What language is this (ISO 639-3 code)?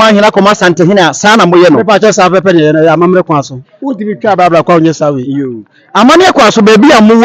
aka